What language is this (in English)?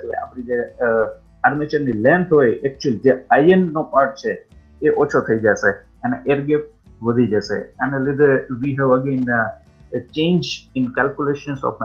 Gujarati